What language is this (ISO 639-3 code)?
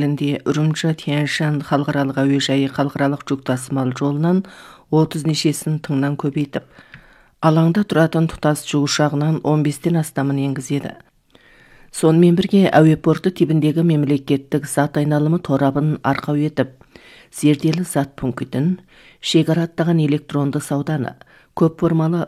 kaz